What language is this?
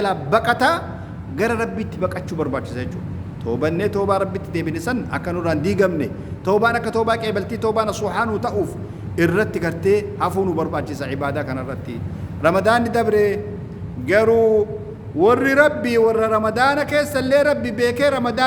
Oromo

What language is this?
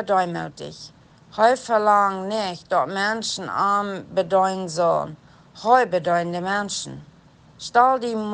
Plautdietsch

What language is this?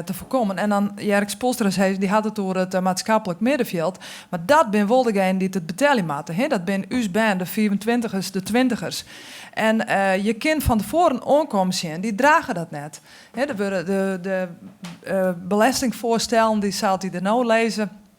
Western Frisian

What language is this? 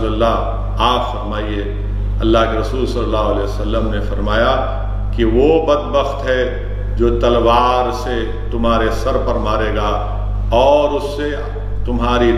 Urdu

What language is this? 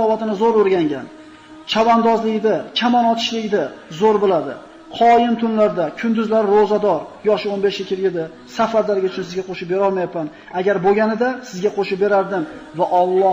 Uzbek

